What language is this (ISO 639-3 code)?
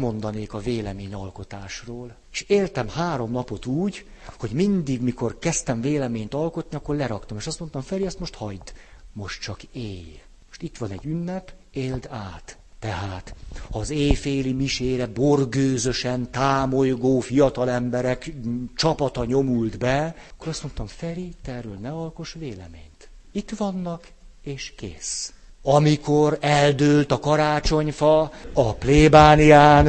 hun